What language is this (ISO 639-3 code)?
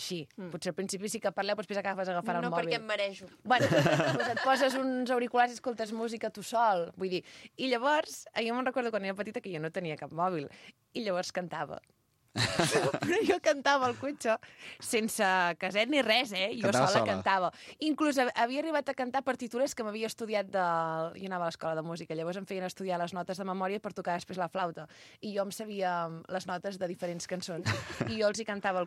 cat